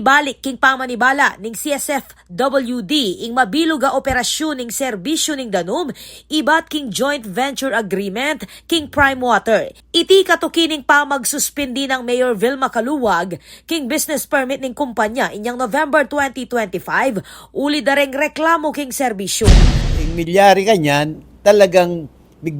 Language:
Pampanga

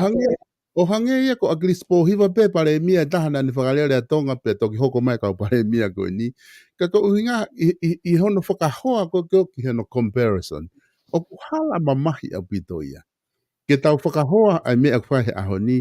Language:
Tongan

